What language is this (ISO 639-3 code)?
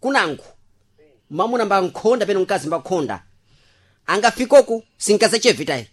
seh